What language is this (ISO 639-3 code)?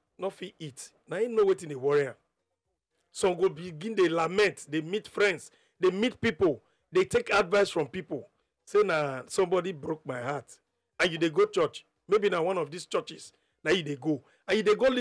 pcm